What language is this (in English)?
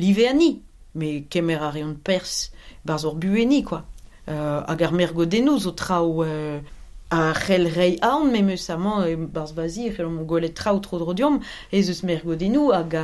Breton